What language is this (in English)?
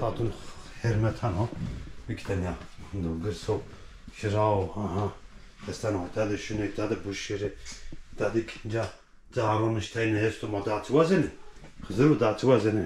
Zaza